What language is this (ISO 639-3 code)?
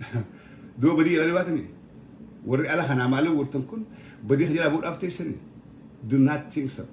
orm